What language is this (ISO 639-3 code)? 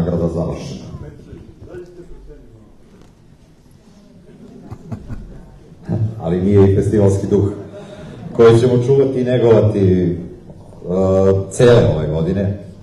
srp